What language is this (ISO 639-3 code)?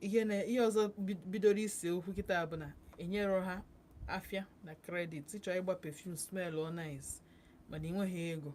ibo